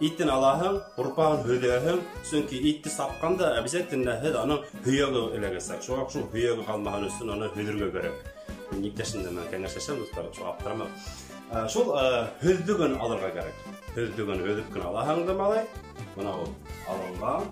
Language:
Bashkir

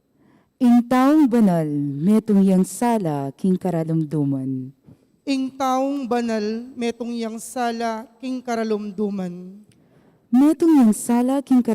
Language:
Pampanga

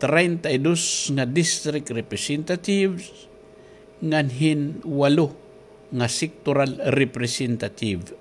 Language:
Waray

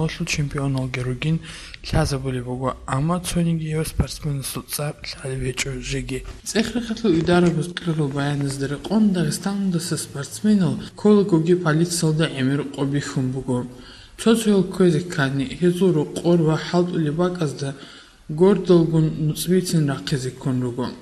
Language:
Avaric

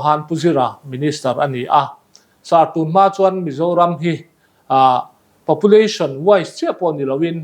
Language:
Mizo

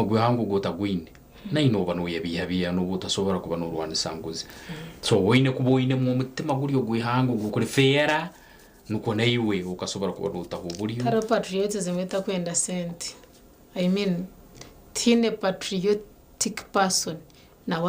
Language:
Nyankole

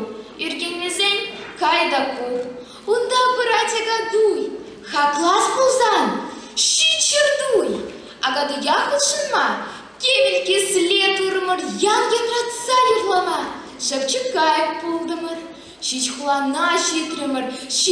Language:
Chuvash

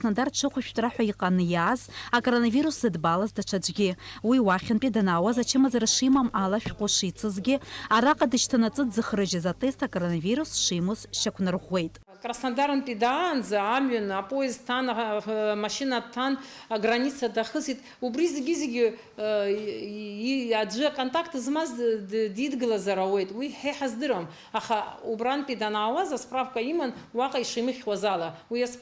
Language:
Abkhazian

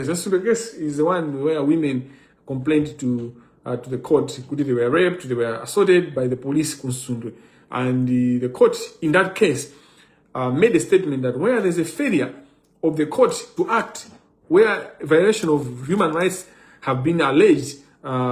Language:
Nyanja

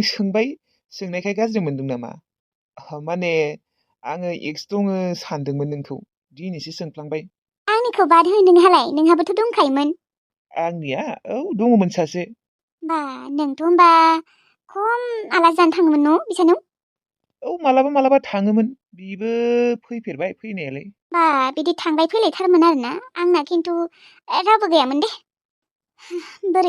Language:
Bodo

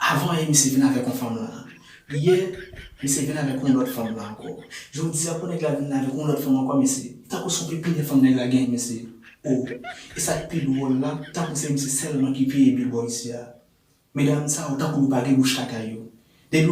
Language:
Haitian Creole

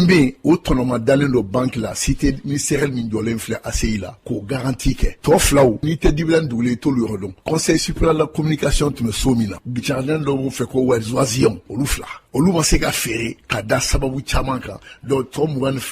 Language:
Bambara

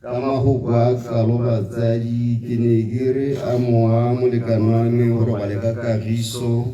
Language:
Tswana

